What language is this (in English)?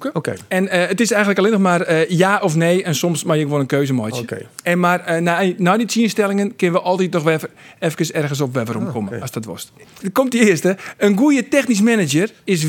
Western Frisian